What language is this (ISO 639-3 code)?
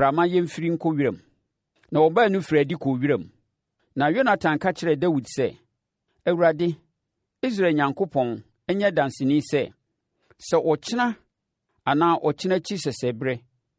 aka